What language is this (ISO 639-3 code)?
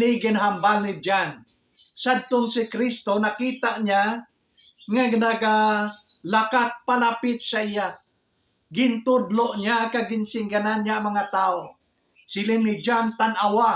hil